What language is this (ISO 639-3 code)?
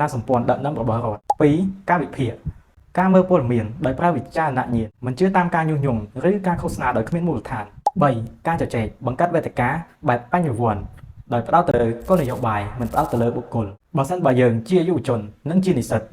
khm